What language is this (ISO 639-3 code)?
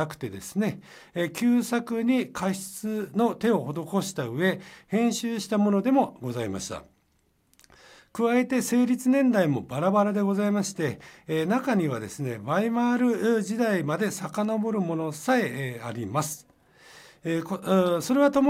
jpn